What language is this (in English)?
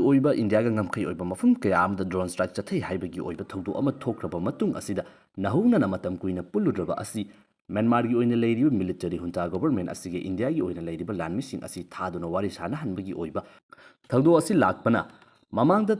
Manipuri